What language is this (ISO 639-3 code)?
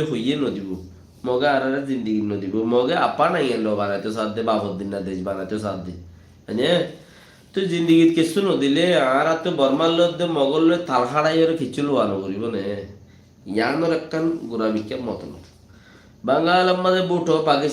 rhg